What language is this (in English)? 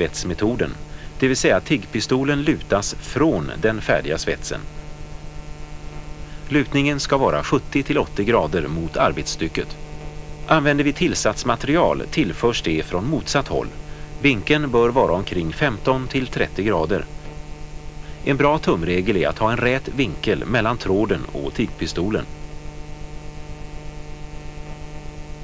Swedish